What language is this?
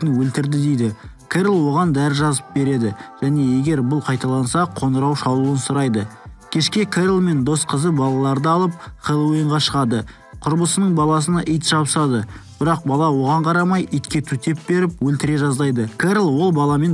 Kazakh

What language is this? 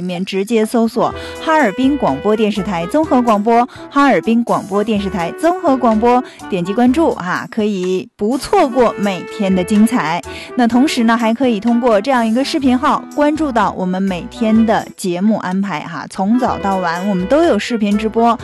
Chinese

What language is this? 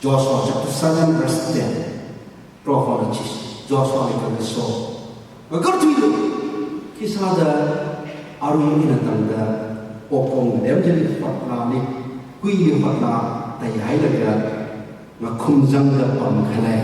Tangkhul Naga (India)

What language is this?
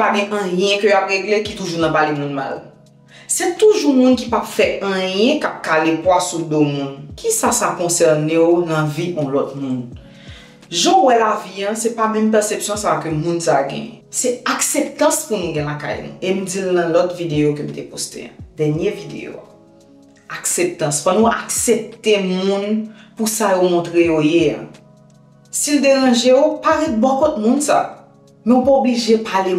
Haitian Creole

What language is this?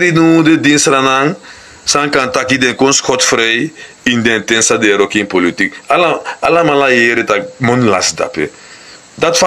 Sranan Tongo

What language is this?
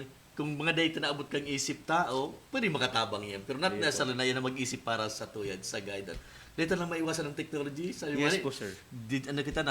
Bikol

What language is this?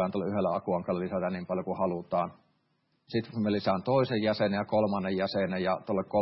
Finnish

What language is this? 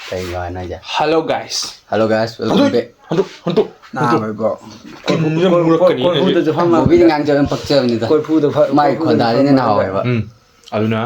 Manipuri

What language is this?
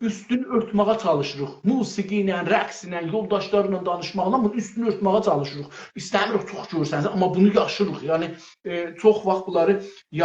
South Azerbaijani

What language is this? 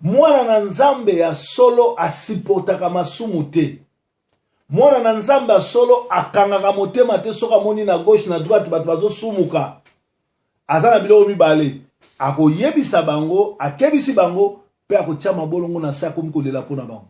Lingala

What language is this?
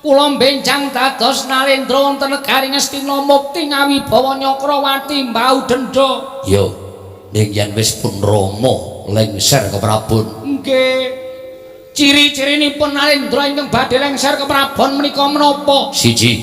Javanese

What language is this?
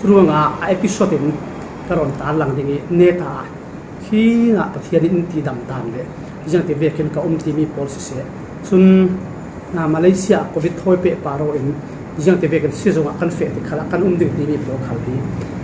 Falam Chin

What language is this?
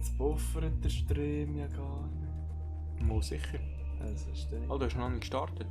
Swiss German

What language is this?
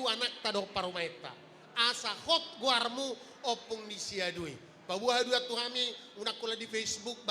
Batak Toba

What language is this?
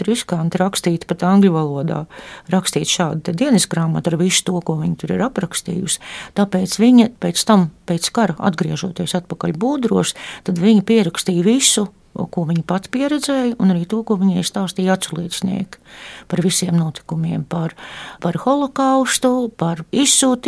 Latvian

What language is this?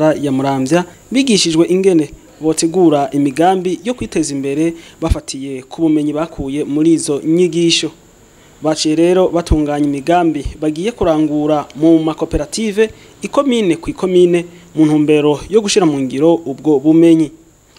Rundi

